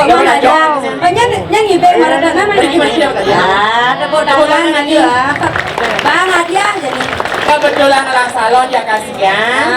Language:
Balinese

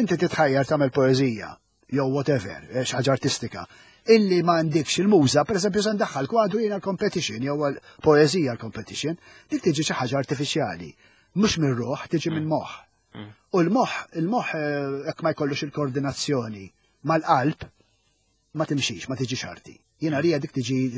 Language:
Maltese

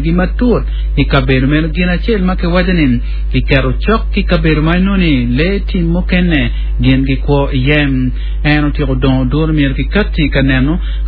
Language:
Acoli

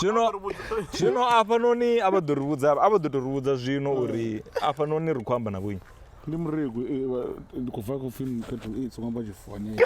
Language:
Venda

